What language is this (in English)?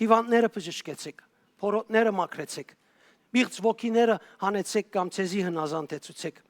Western Armenian